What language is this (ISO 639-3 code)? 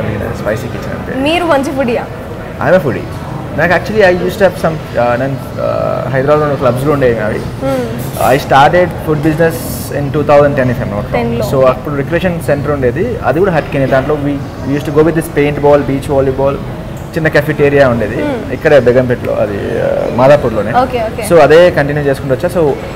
tel